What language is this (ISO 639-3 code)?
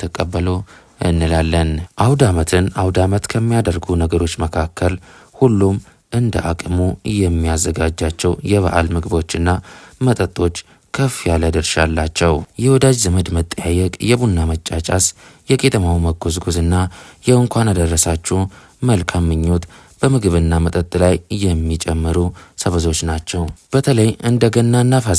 amh